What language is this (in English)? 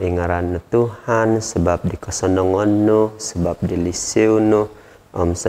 Central Dusun